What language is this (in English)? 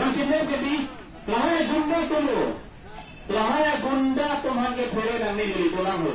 Karbi